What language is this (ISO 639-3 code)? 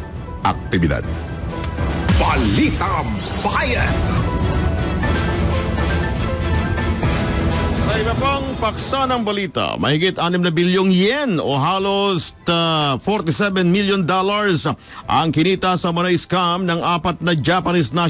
fil